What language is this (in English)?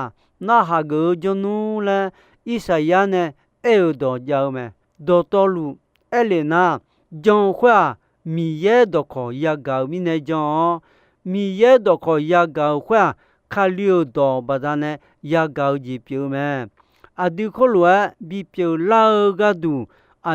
Akha